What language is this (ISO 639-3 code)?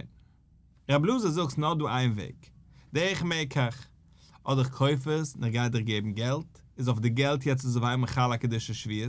yid